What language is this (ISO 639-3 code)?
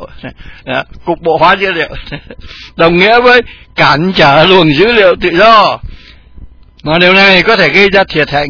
vie